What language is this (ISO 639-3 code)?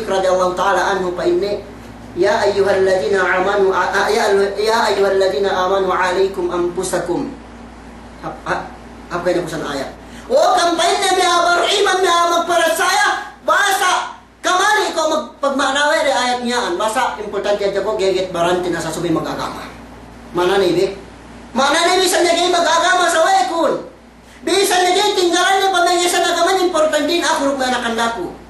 yka